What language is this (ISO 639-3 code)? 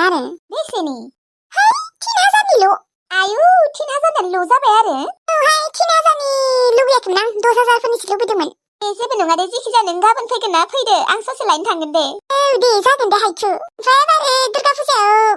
brx